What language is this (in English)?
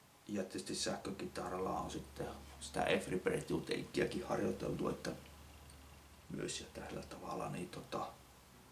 Finnish